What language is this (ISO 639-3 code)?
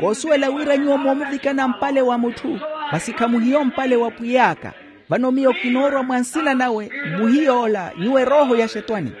vmw